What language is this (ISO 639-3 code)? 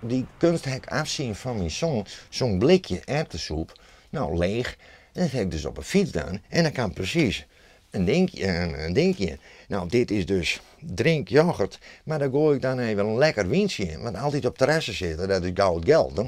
fry